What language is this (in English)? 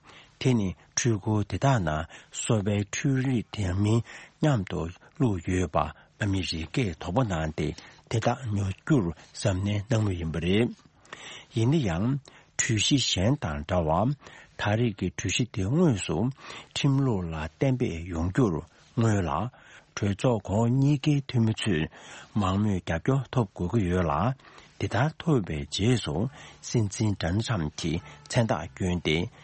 Tibetan